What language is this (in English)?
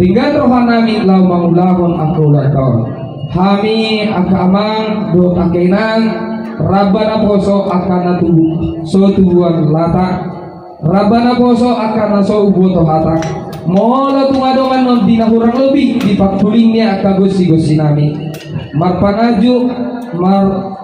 Batak Toba